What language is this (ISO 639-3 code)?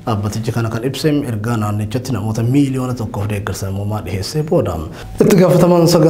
orm